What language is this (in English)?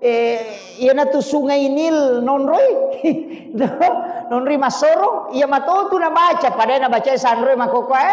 Buginese